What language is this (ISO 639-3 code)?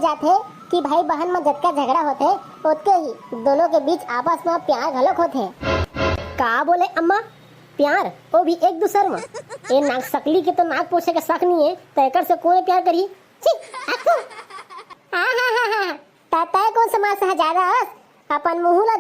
hne